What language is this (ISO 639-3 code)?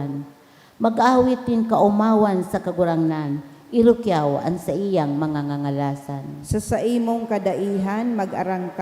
bik